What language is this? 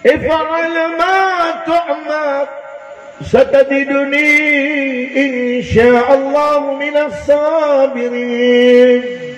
Maranao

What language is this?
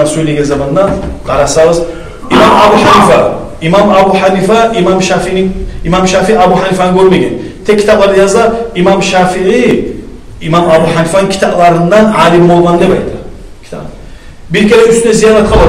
Kumyk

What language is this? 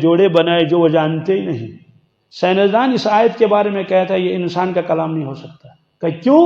Kashmiri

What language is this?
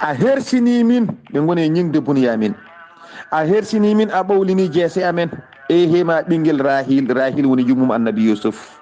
Fula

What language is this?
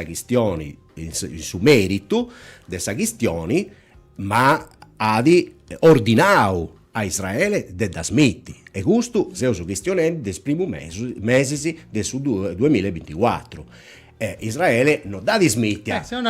Sardinian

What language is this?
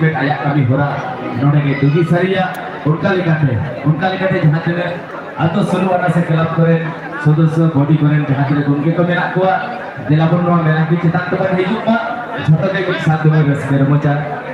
Santali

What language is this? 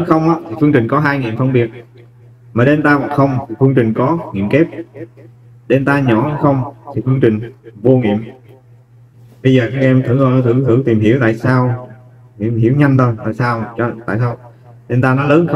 Vietnamese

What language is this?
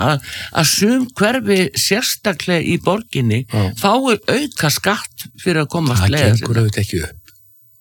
Icelandic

